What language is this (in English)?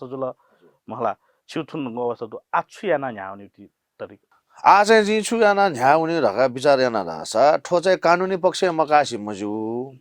Newari